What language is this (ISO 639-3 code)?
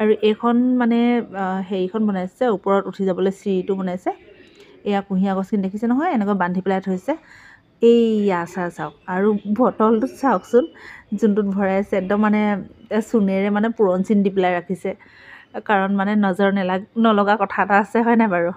asm